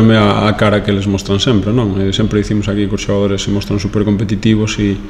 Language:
Galician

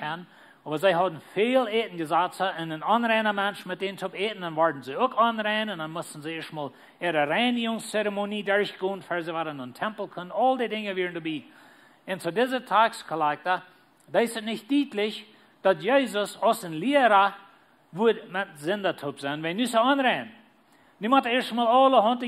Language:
Plautdietsch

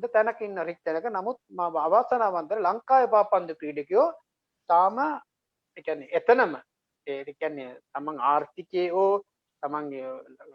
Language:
Sinhala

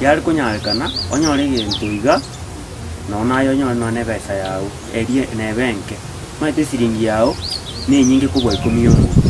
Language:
Gusii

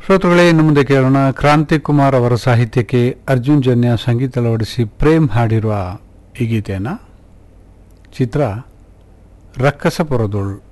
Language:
Kannada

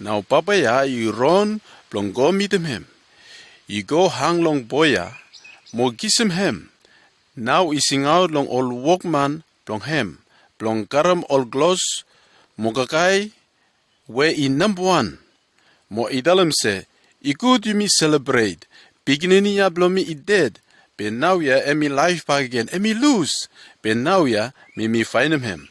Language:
Bislama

